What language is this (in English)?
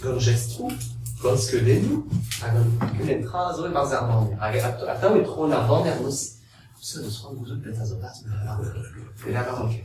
Breton